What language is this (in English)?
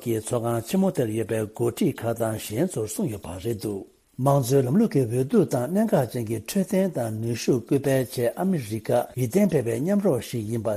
Tibetan